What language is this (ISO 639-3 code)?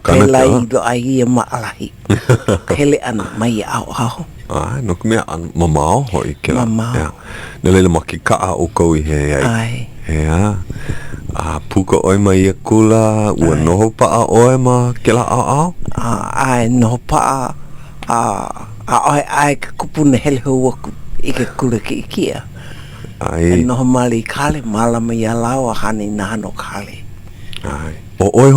haw